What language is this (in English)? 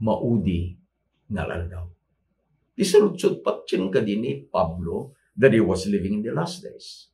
Iloko